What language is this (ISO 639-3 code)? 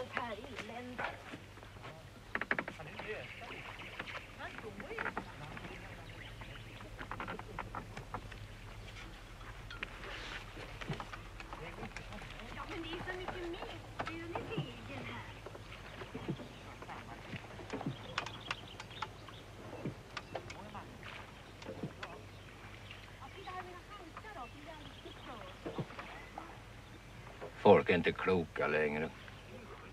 swe